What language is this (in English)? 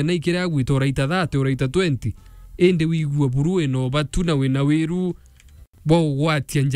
Meru